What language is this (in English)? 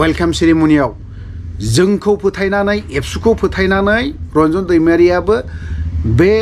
Bodo